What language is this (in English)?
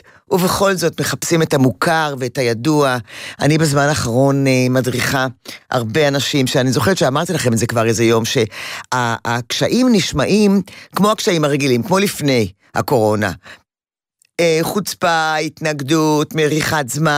Hebrew